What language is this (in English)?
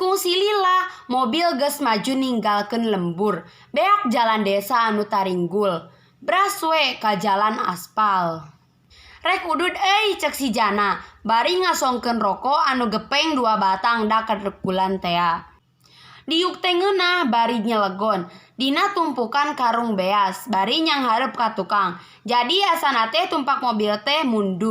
Sundanese